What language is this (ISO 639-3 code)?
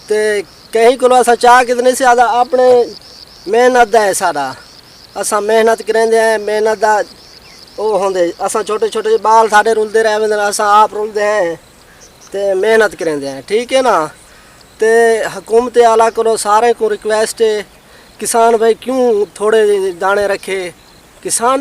skr